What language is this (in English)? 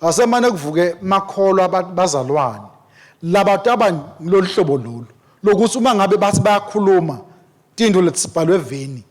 Swati